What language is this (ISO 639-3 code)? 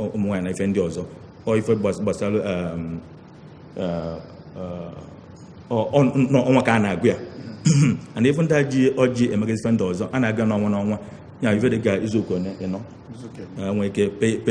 ibo